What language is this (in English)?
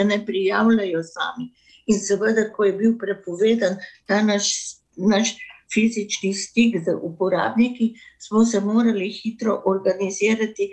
Slovenian